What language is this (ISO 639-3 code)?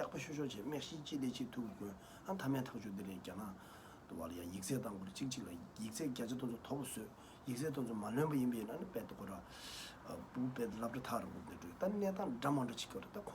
bod